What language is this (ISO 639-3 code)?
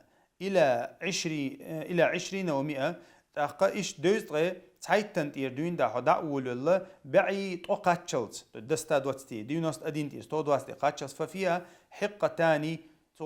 che